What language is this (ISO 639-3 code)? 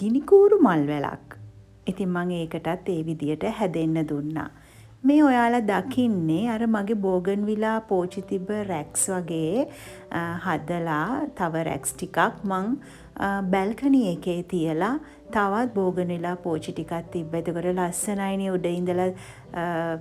sin